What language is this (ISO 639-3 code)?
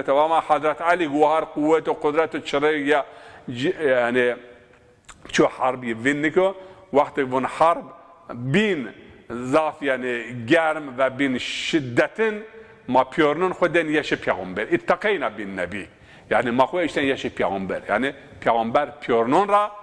zza